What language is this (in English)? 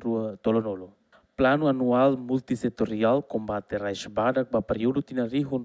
Tetum